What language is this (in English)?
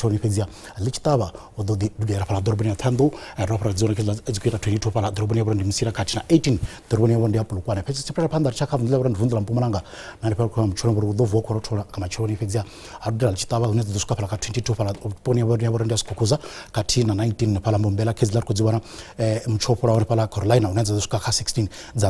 Venda